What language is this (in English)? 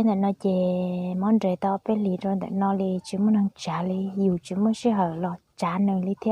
Hmong